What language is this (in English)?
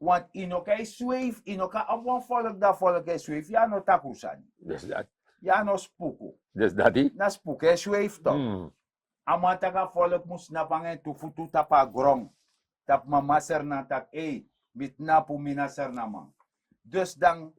Sranan Tongo